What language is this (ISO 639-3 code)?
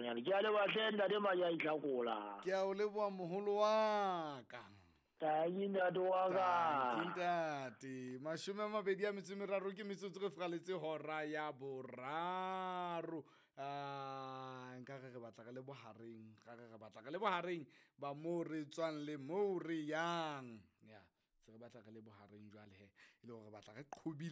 sot